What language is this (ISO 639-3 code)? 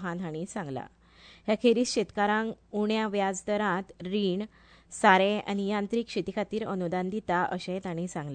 kok